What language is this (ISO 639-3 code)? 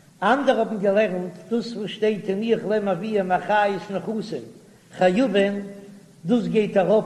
yid